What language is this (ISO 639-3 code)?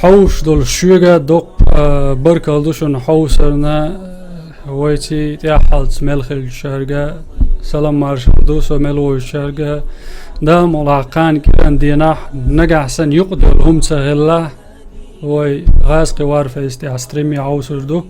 che